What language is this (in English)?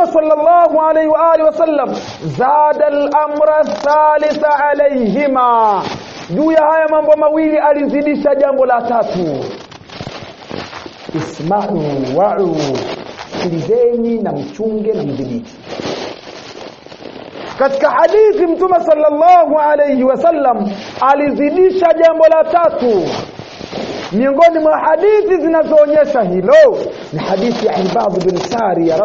Swahili